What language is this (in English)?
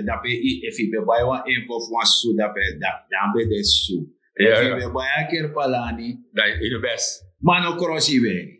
Sranan Tongo